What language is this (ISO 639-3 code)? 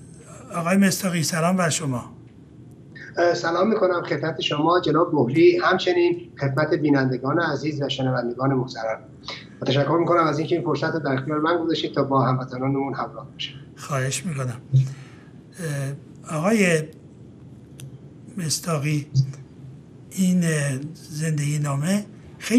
fas